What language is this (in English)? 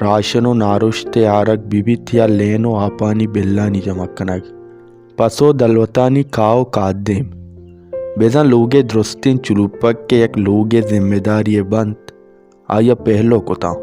Baluchi